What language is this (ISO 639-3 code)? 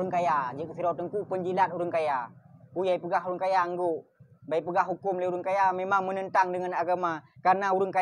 ace